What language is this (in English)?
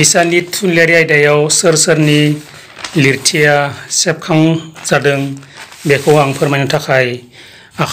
Bodo